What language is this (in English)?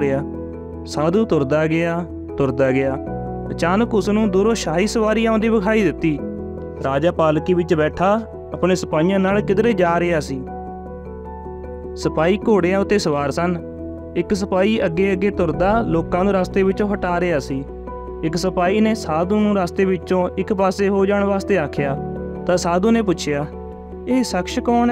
Punjabi